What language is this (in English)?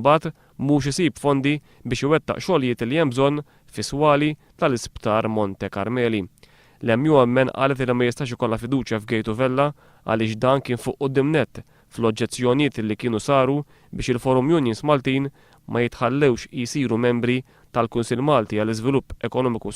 Maltese